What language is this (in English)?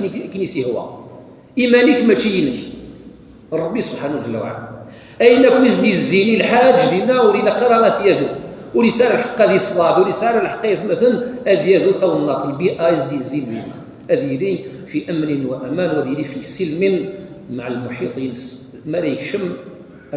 Kabyle